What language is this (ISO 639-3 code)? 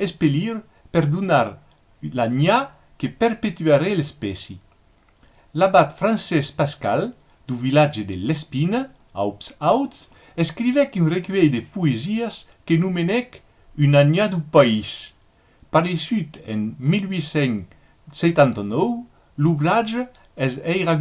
oci